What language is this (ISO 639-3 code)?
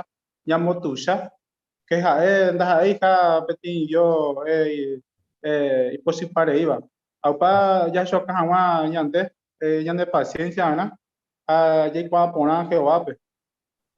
grn